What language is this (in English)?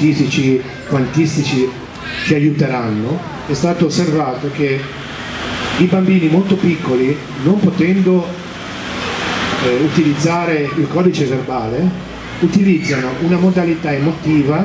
Italian